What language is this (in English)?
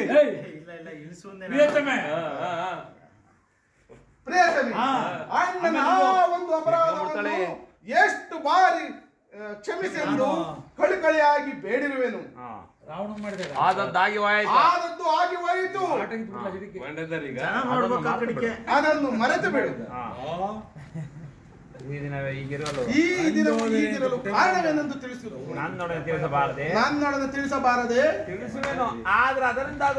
Kannada